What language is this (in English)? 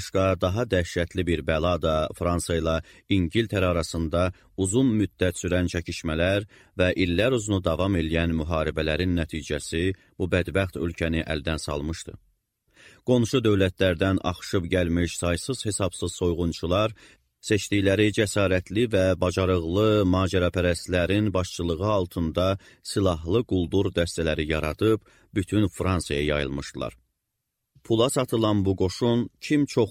Azerbaijani